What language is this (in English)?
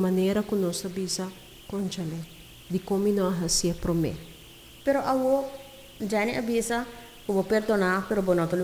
Papiamento